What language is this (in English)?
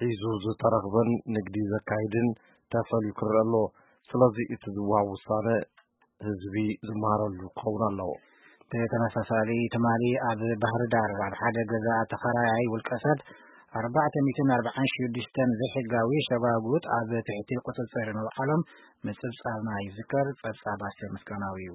Tigrinya